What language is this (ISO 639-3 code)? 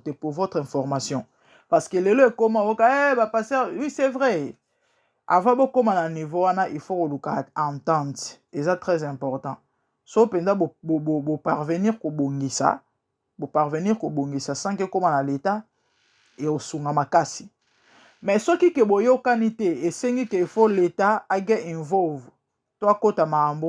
lin